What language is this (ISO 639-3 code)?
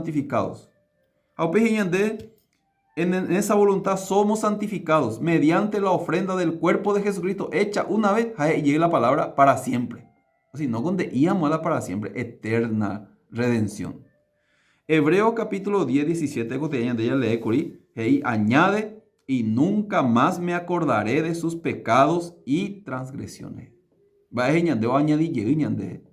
grn